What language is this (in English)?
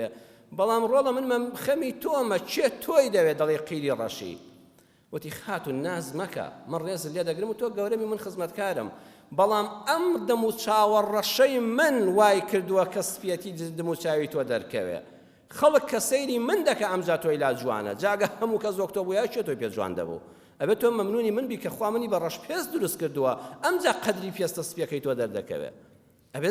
Central Kurdish